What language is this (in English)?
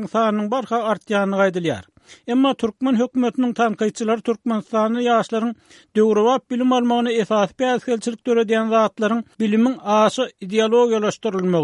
Turkmen